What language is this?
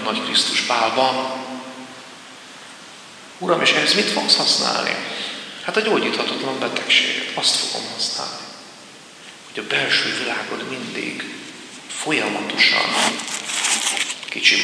Hungarian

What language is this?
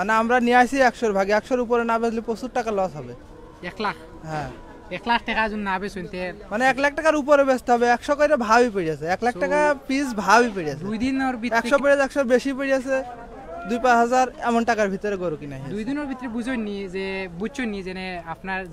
Sylheti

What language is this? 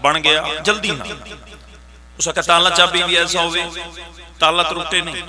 Pahari-Potwari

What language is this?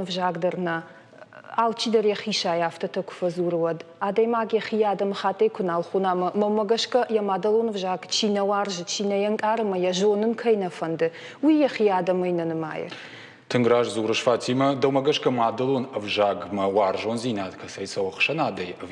Ossetic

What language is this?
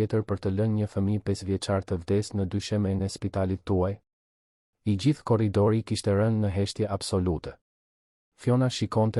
Albanian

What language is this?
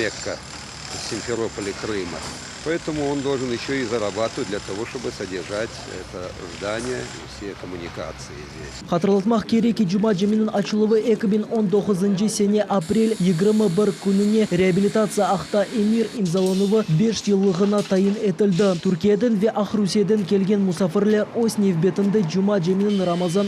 Crimean Tatar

